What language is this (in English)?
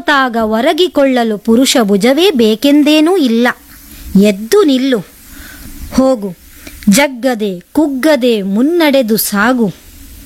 Kannada